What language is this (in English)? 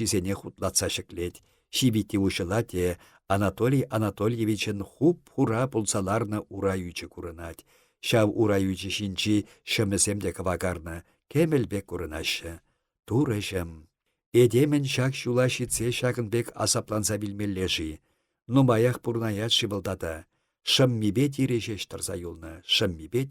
Chuvash